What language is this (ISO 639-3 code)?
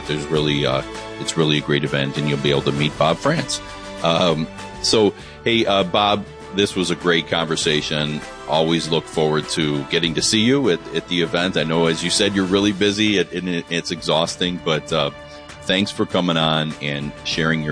eng